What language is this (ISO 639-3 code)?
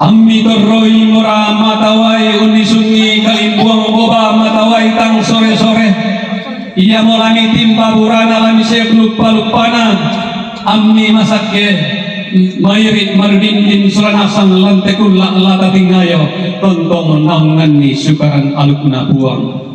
sda